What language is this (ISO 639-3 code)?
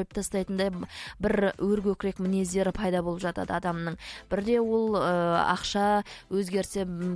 kaz